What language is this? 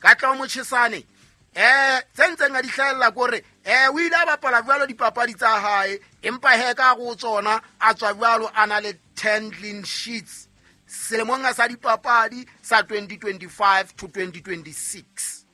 Southern Sotho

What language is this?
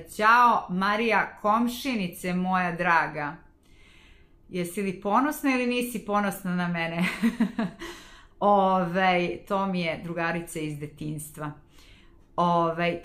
Serbian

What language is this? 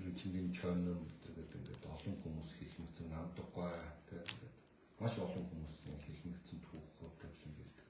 Mongolian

